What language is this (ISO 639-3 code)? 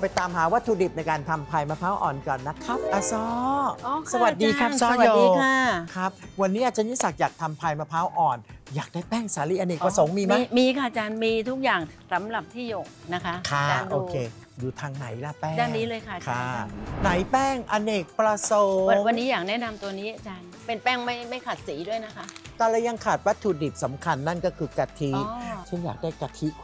tha